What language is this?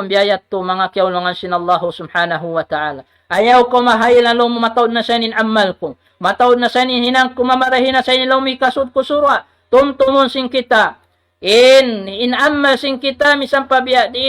Tausug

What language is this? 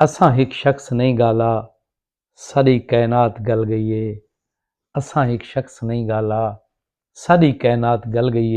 Saraiki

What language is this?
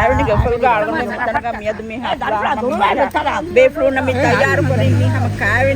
Divehi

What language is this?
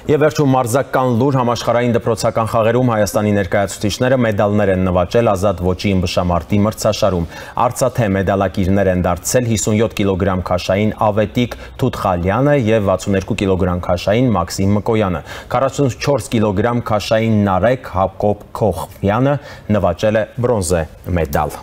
Armenian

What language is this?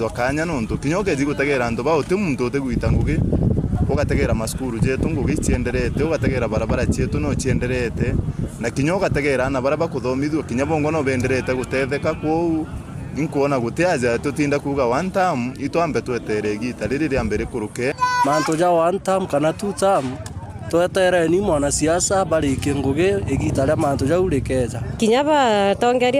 Meru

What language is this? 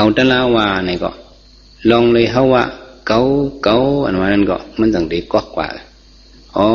Shan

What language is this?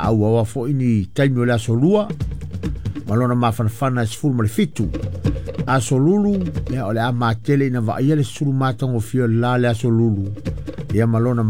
Samoan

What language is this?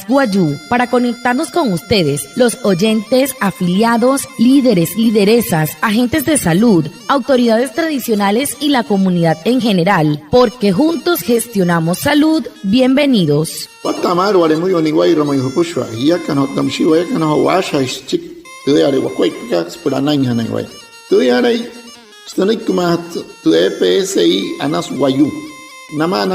Wayuu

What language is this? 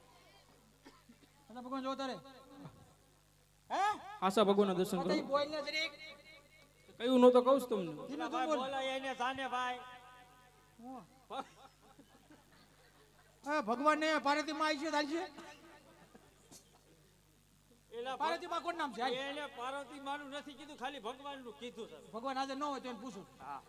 Gujarati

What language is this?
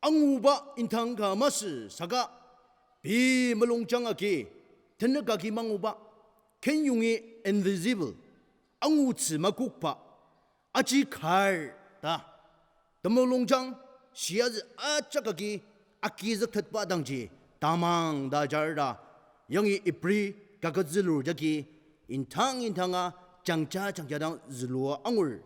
Ao Naga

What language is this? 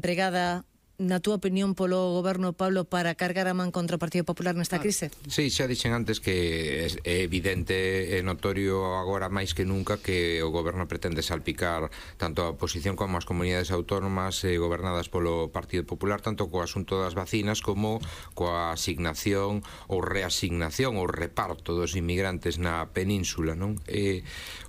Galician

